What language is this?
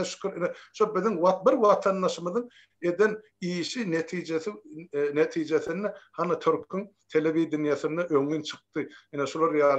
Turkmen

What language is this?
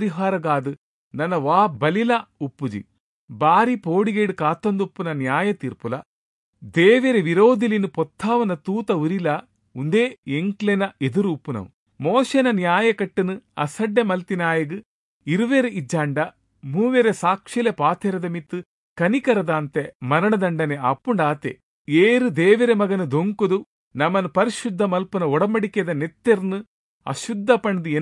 Tulu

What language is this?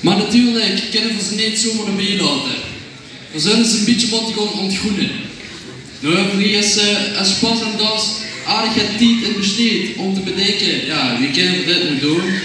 Limburgish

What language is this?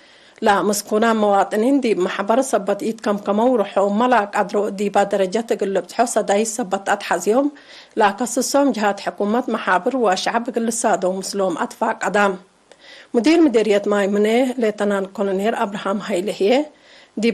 Tigre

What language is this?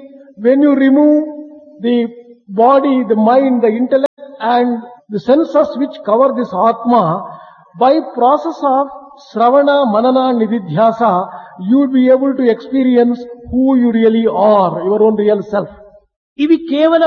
Telugu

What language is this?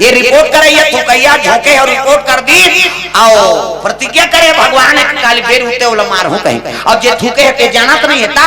Chhattisgarhi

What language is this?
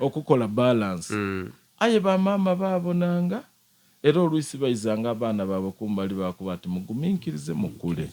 Soga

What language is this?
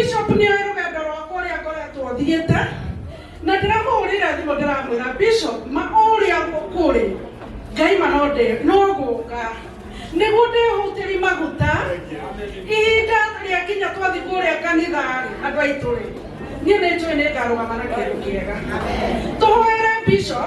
Kikuyu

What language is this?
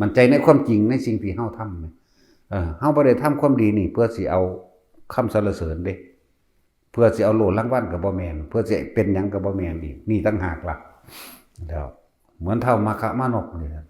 Northeastern Thai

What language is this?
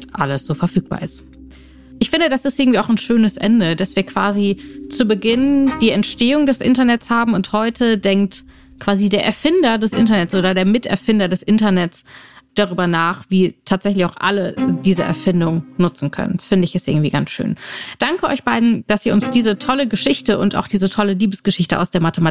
German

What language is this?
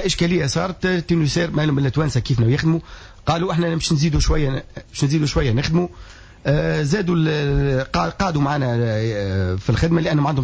Tunisian Arabic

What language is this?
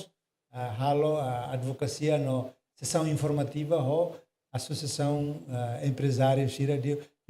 Tetum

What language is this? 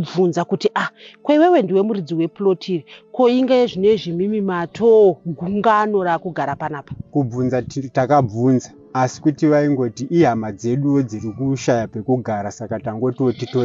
Shona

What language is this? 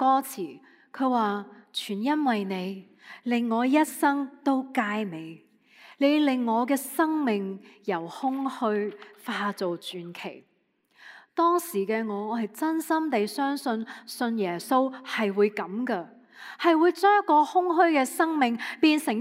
Cantonese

